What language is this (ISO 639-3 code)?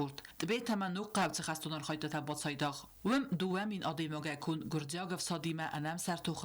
oss